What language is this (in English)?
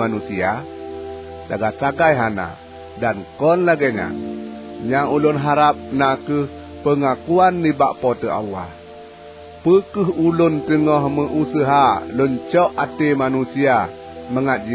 Achinese